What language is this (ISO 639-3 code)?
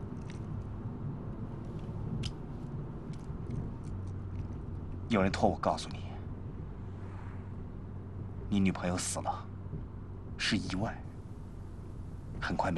zho